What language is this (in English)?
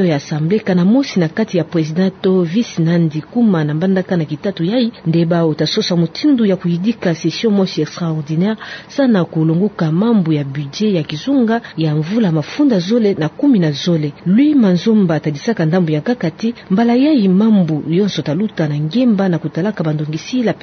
Kituba (Democratic Republic of Congo)